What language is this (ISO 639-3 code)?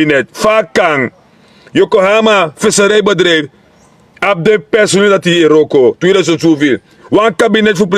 srn